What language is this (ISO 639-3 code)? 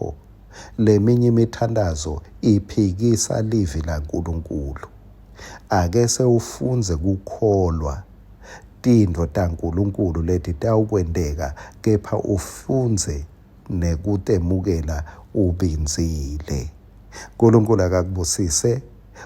ssw